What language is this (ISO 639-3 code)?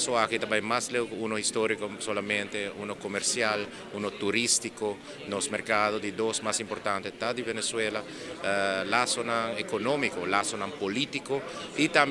pap